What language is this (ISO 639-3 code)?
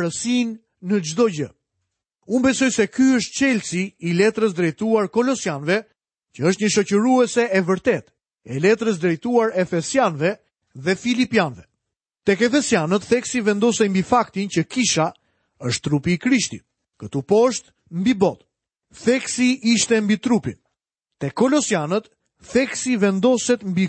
sqi